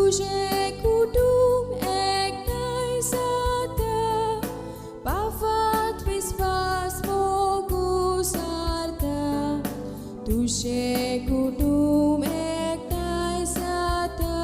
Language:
Konkani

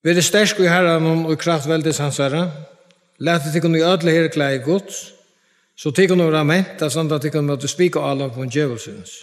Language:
Faroese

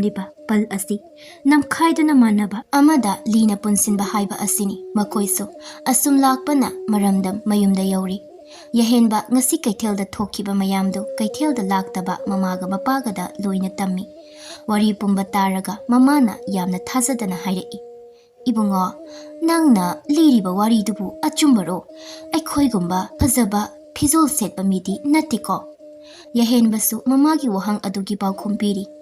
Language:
Manipuri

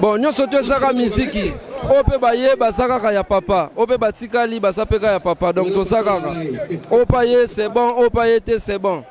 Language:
Lingala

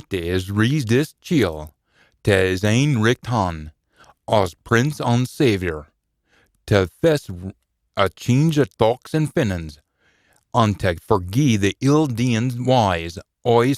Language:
Scots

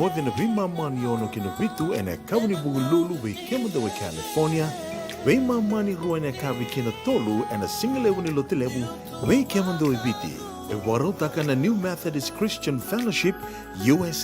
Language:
Fijian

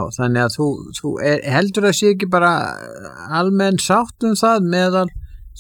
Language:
Icelandic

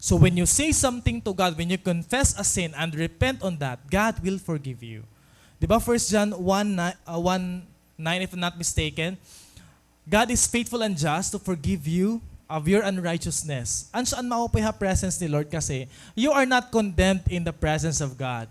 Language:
Waray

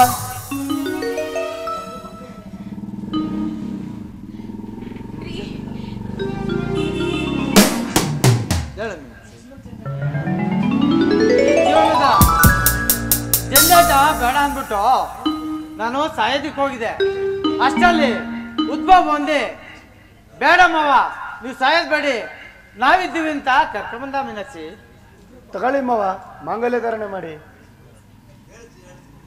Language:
Kannada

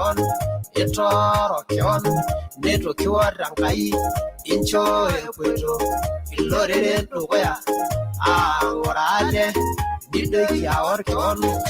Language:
Masai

